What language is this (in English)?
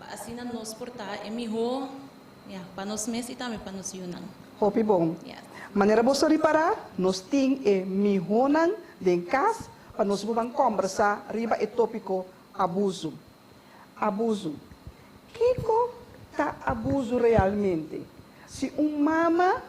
Papiamento